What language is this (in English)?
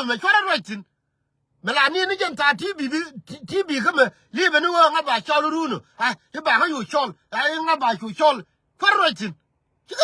Nuer